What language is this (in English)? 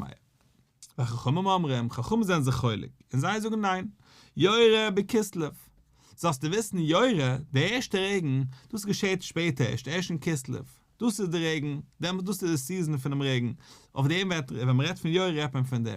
Yiddish